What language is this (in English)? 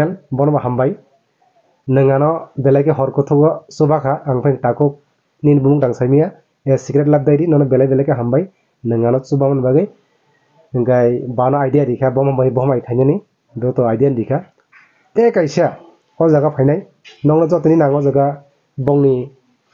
Kok Borok